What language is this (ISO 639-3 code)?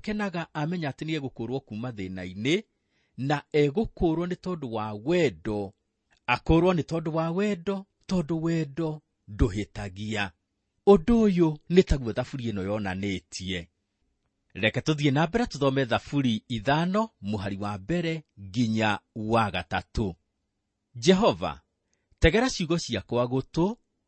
kik